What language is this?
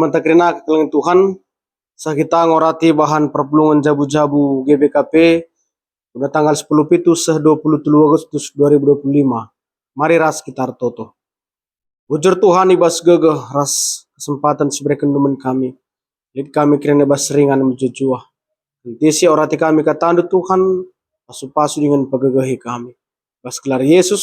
Batak Karo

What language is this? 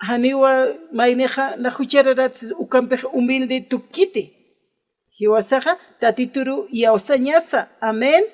Aymara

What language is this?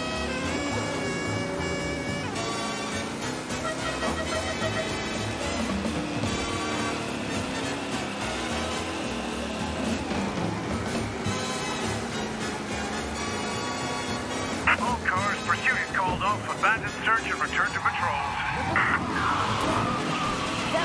English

